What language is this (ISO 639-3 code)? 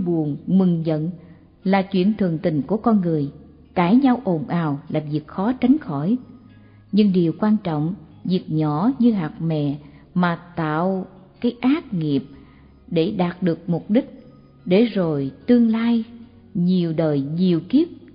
vie